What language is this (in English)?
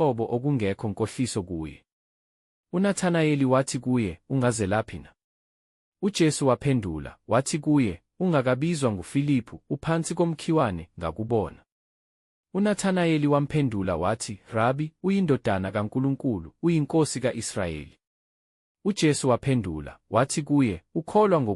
Zulu